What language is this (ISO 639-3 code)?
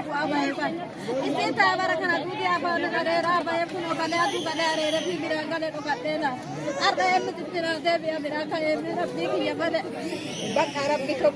orm